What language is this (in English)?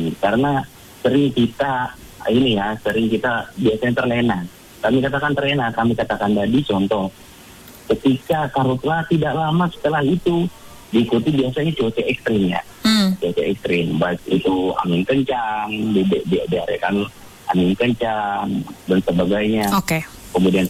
Indonesian